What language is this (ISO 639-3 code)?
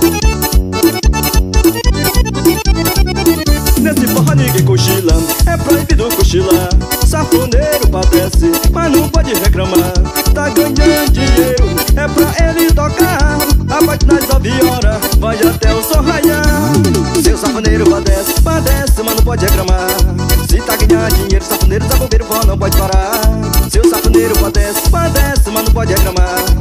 por